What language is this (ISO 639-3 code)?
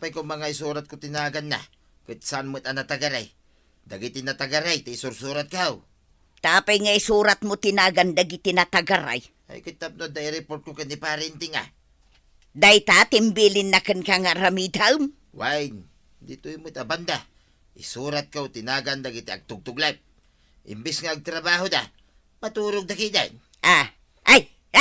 ilo